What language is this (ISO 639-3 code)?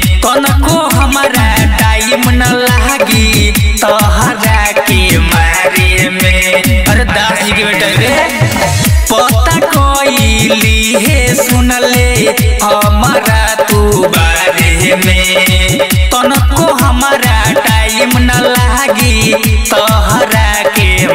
bho